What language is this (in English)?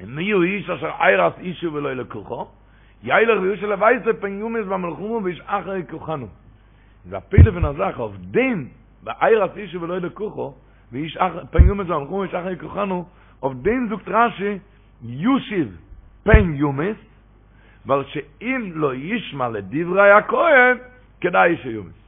Yiddish